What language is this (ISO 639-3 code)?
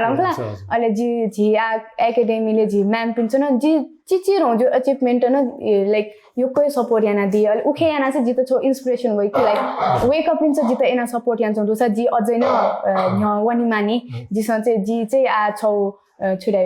new